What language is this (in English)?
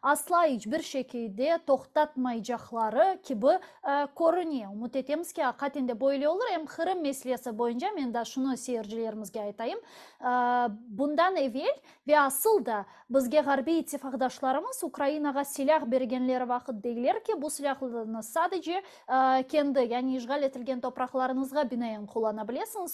Crimean Tatar